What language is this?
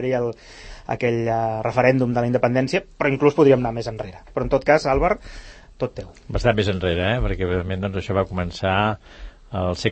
Catalan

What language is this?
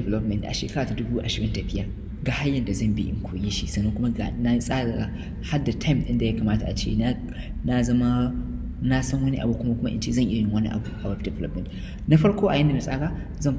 Hausa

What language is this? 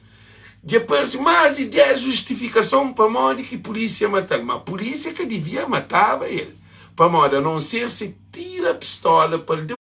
Kabuverdianu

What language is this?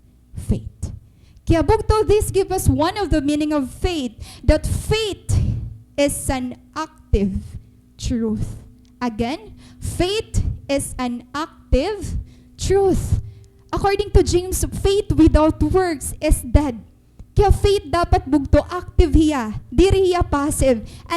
Waray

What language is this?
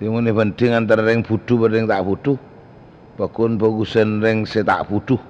Madurese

